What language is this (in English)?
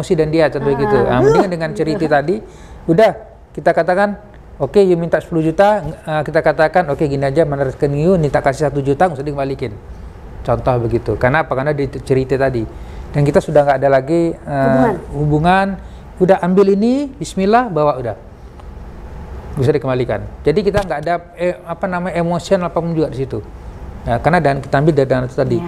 Indonesian